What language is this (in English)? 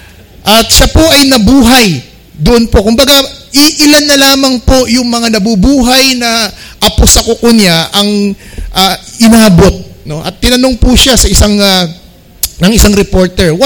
Filipino